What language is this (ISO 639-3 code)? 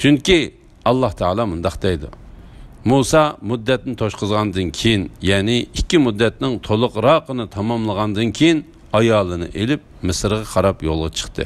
uig